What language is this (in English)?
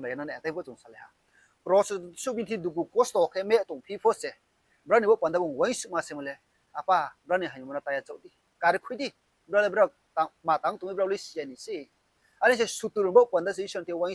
Riang (India)